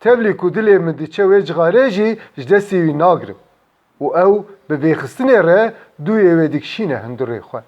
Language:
Kurdish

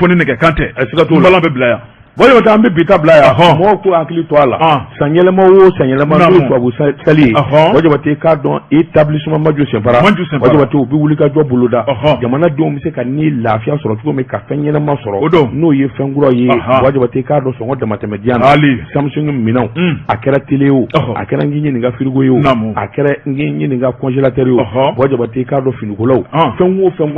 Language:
Bambara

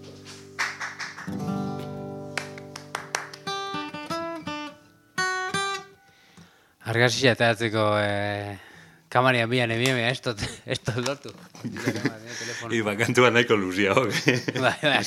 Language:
Basque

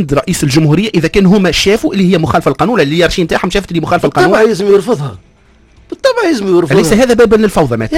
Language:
Tunisian Arabic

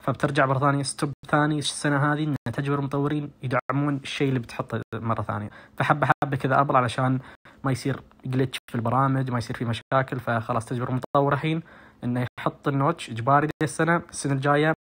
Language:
Najdi Arabic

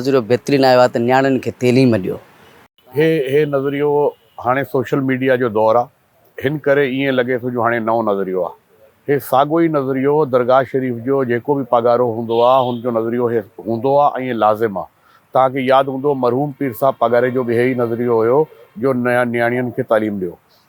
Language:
Sindhi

